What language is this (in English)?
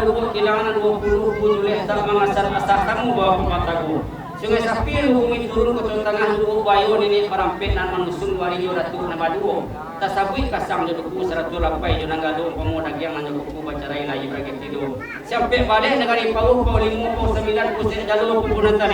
Minangkabau